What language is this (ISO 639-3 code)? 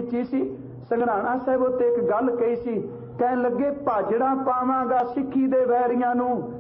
pan